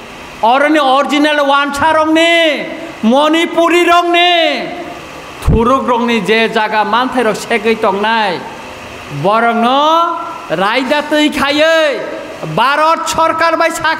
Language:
Kok Borok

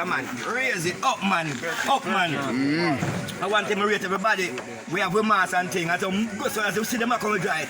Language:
Jamaican Creole English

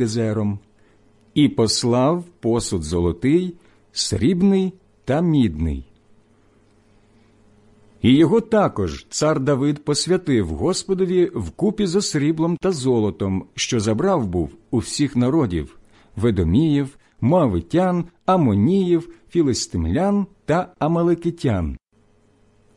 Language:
Ukrainian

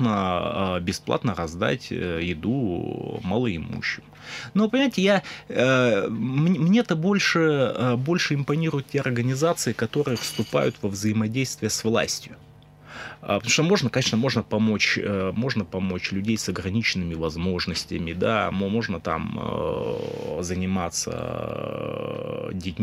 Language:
Russian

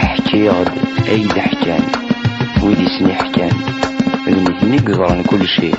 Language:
Kabyle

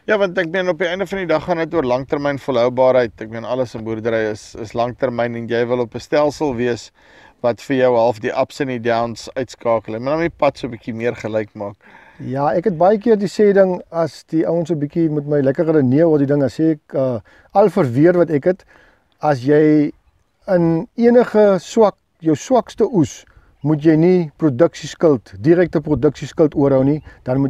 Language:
Afrikaans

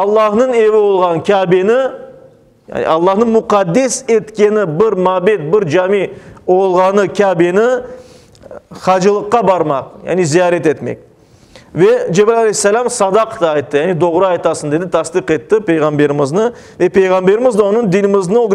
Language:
Crimean Tatar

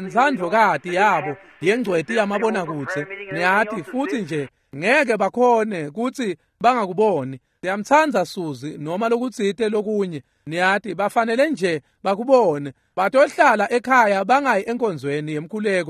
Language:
Swati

